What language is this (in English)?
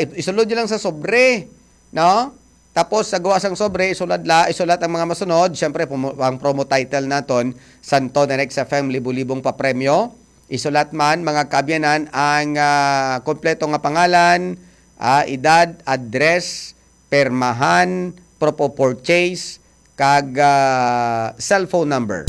Hiligaynon